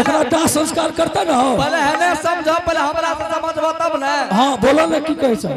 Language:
Angika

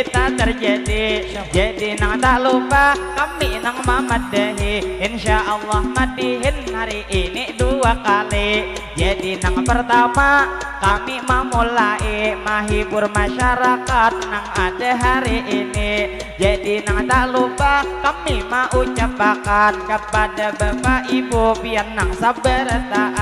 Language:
Banjar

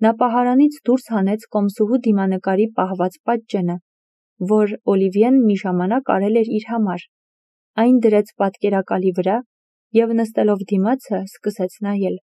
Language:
Armenian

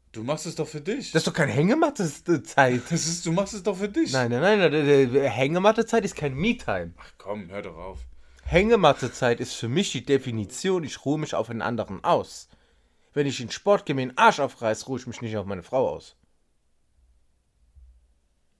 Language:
German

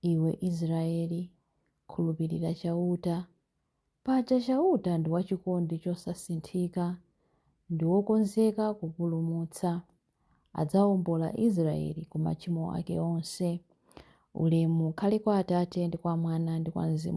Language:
Nyanja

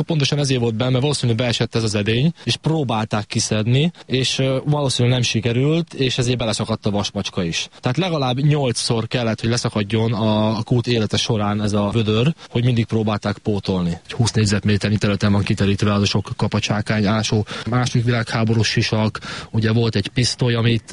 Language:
Hungarian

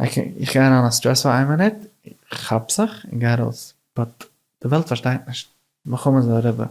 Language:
Yiddish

